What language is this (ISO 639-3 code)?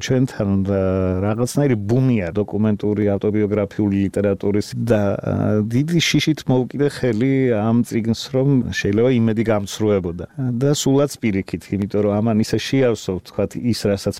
kat